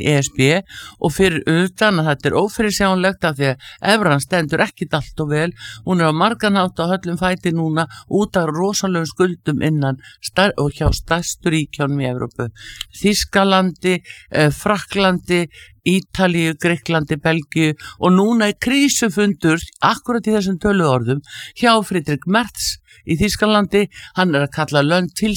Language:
Icelandic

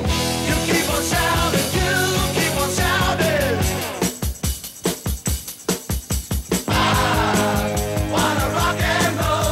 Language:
English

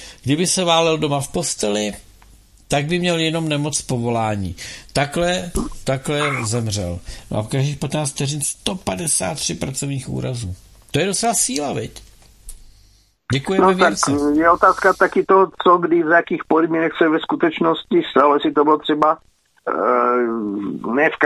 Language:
Czech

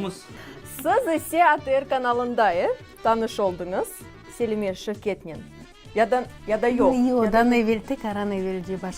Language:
Crimean Tatar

